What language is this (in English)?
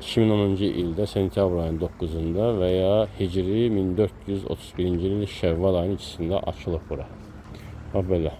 Azerbaijani